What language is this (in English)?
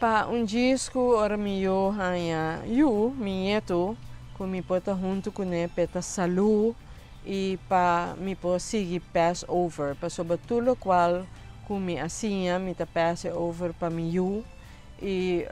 Papiamento